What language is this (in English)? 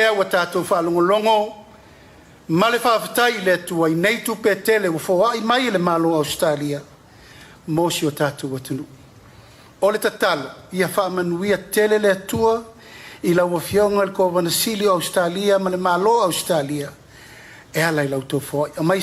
Samoan